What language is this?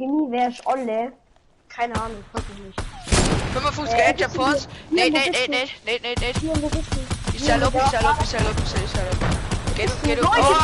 Bavarian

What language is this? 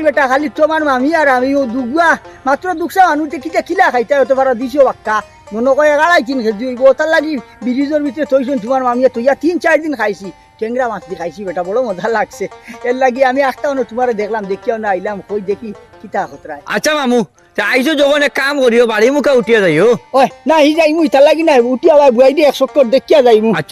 Sylheti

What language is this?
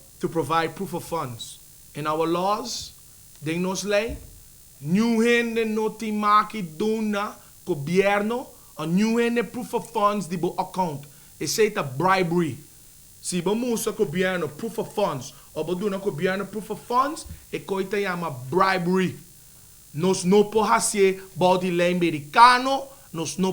Papiamento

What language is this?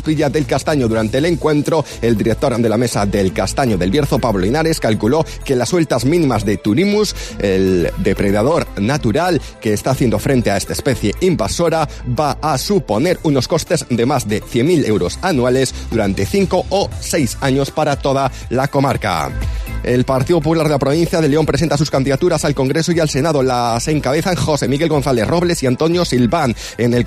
Spanish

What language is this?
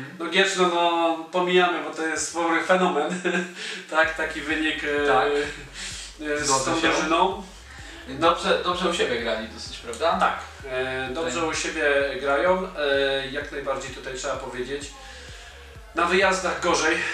Polish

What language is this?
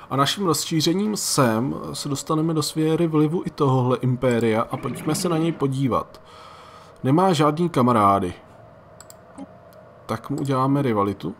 Czech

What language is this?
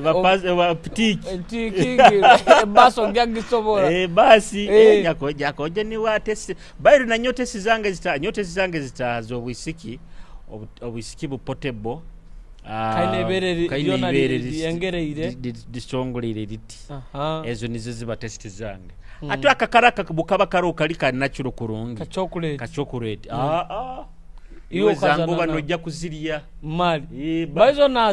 Nyoro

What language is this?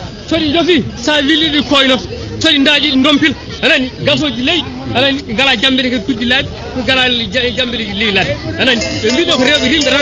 Fula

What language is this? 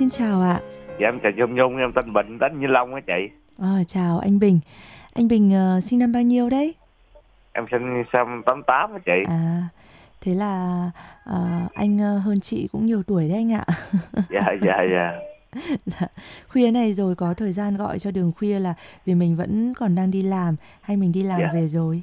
Vietnamese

